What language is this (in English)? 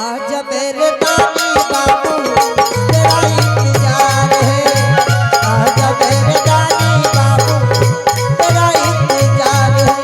Angika